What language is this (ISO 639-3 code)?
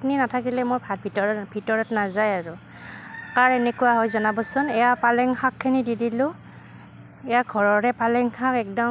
asm